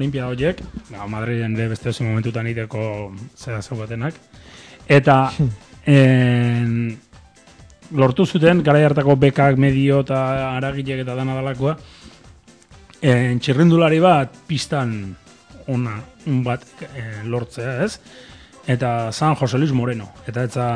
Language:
Basque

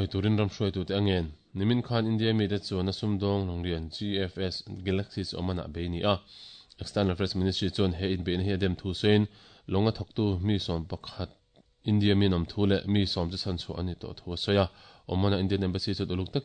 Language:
Mizo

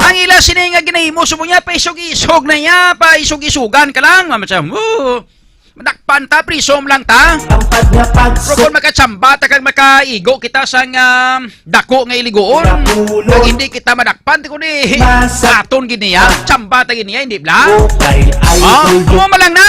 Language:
Hiligaynon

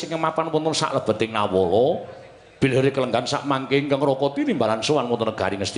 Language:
Javanese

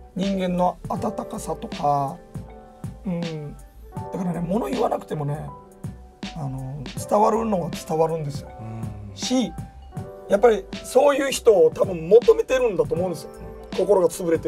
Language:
Japanese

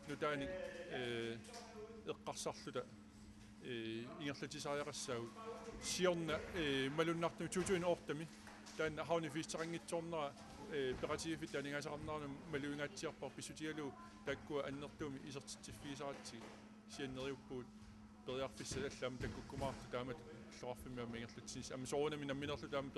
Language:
Kalaallisut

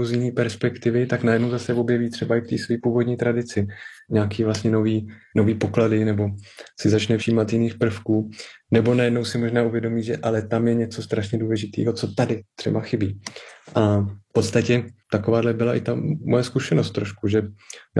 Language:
Czech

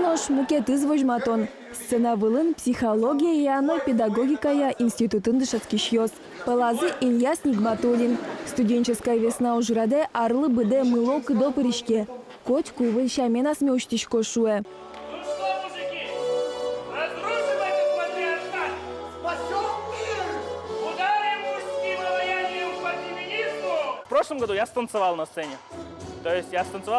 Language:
Udmurt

